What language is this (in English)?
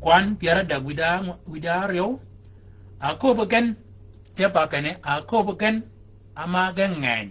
Shilluk